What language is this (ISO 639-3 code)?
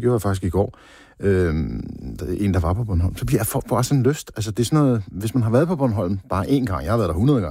dan